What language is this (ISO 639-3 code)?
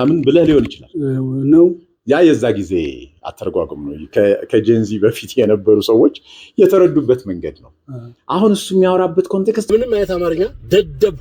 amh